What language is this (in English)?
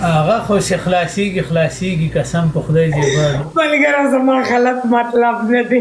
Pashto